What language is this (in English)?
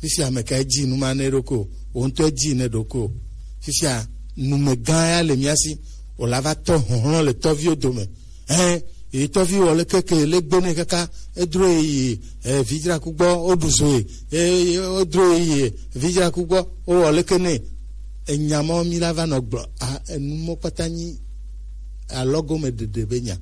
Gen